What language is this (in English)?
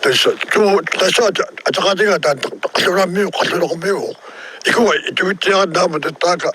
Kalaallisut